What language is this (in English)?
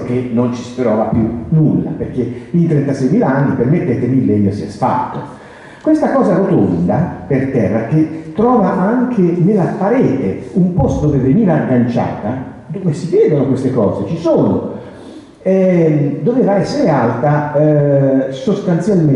Italian